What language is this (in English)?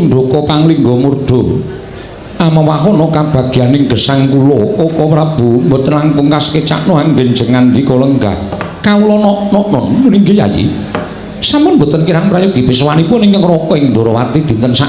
Javanese